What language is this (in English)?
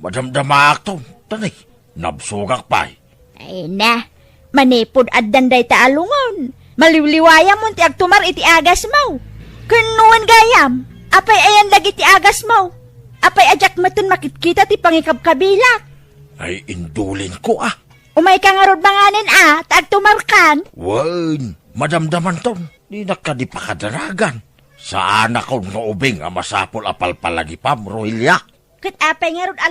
Iloko